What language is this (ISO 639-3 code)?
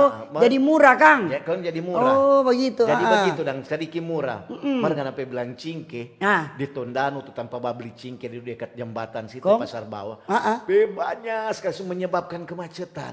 xmm